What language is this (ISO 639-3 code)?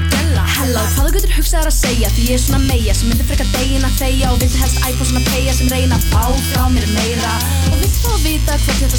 isl